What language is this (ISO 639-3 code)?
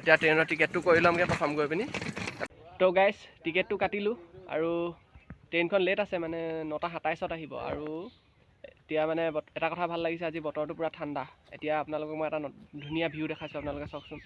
asm